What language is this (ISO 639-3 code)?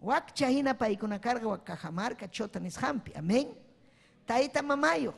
quy